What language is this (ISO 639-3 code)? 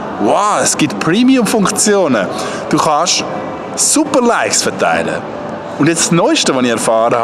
gsw